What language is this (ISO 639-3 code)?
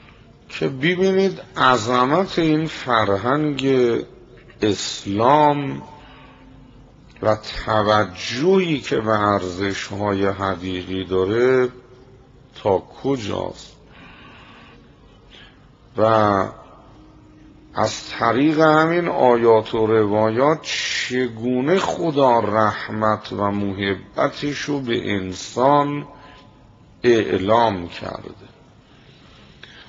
fas